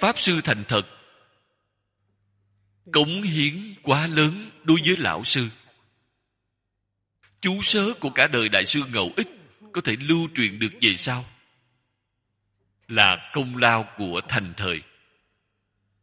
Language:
Vietnamese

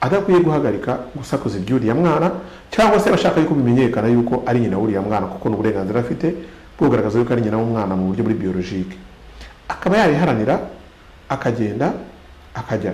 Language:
Kinyarwanda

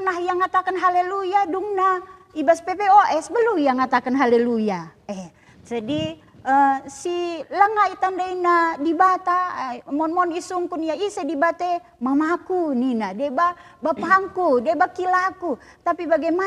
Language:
Batak Karo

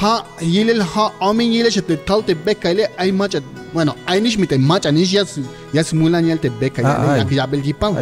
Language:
Tzeltal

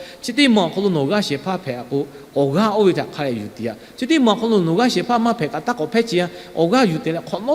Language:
Lahu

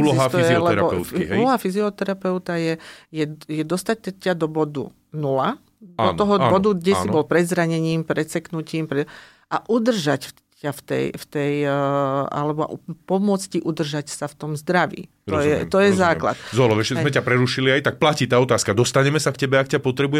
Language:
Slovak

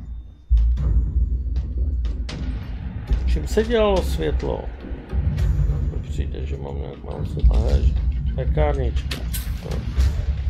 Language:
Czech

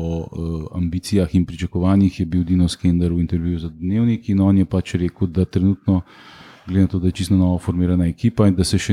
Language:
Slovenian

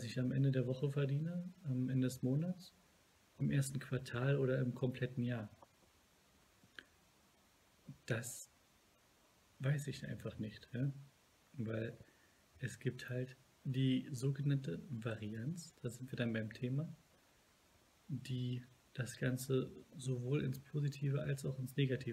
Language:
German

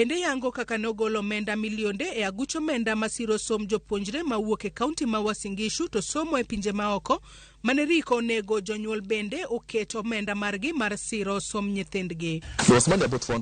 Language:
Luo (Kenya and Tanzania)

